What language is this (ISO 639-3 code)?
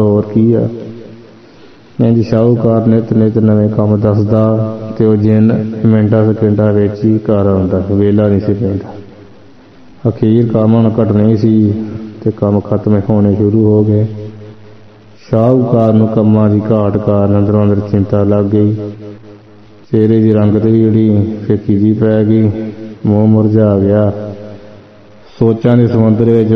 pan